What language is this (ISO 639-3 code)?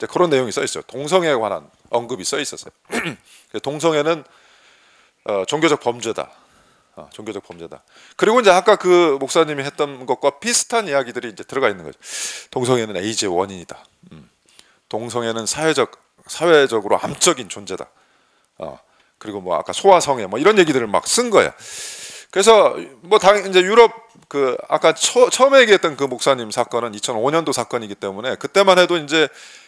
kor